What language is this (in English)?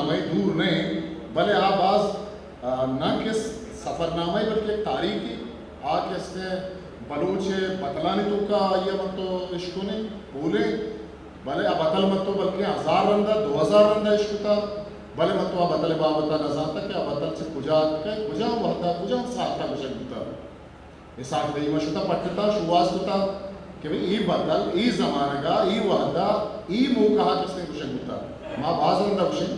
Eastern Balochi